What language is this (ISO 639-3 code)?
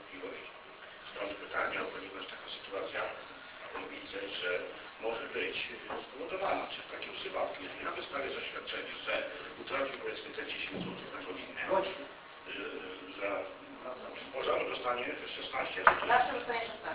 pol